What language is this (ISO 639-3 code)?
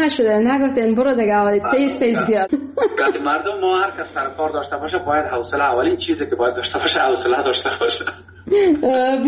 fas